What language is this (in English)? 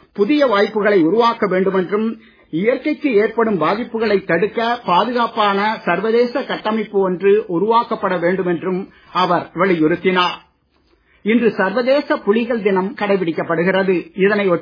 Tamil